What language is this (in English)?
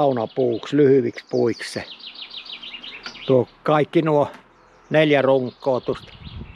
Finnish